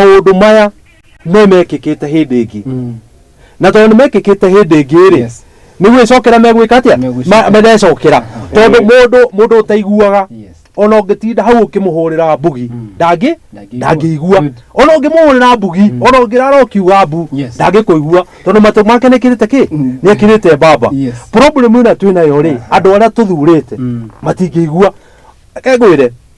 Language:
Kikuyu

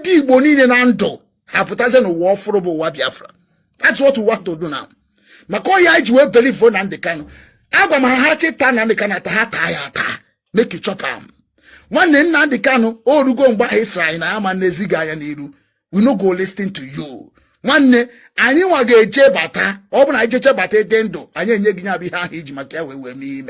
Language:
Igbo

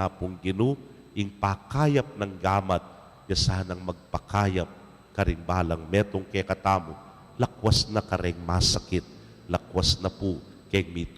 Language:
Pampanga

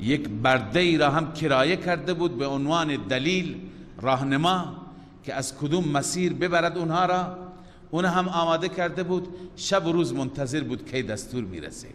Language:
Persian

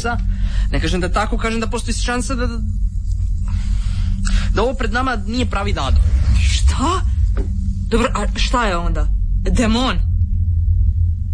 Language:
Croatian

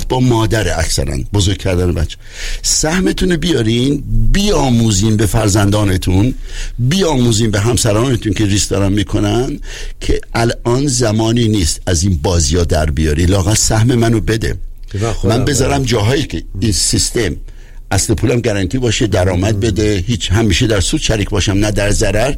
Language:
Persian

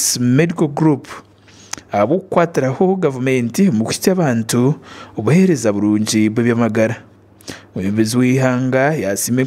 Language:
Nyankole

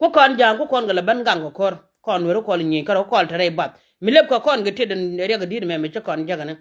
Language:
Nuer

